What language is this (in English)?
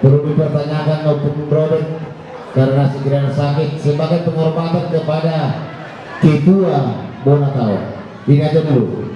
Batak Toba